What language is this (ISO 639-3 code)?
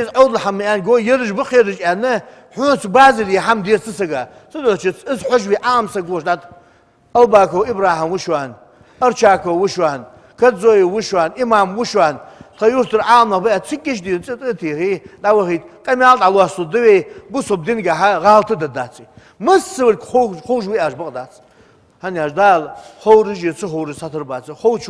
inh